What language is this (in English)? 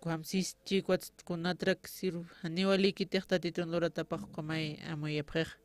Aymara